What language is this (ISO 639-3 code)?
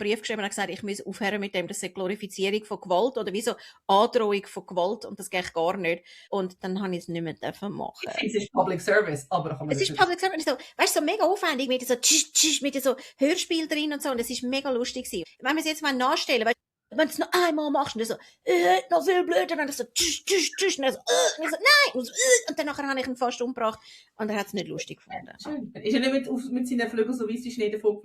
gsw